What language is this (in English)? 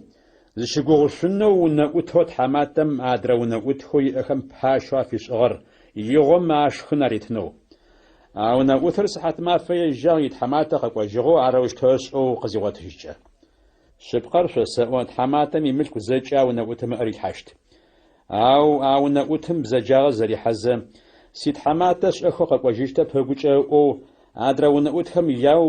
Adyghe